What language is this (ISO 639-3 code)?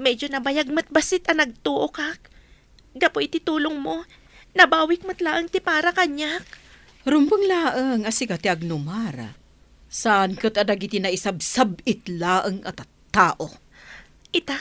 ilo